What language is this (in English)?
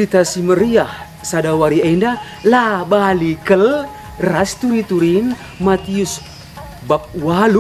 Batak Karo